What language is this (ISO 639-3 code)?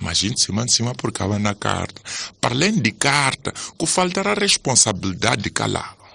tso